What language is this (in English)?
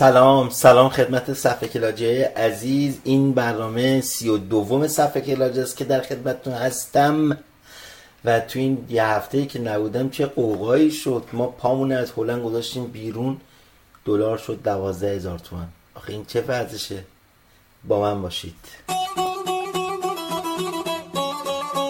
Persian